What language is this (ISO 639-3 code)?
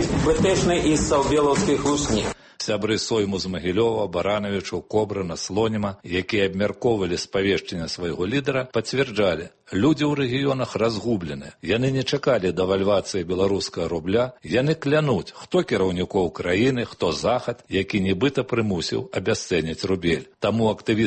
bel